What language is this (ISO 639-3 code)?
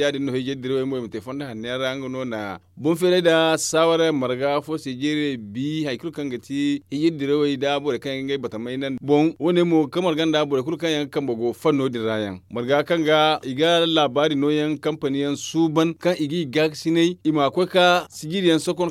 dje